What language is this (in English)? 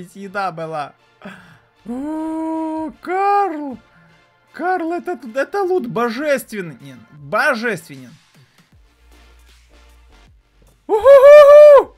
Russian